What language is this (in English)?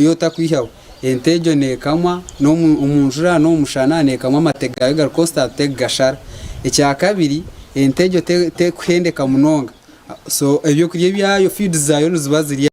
Nyankole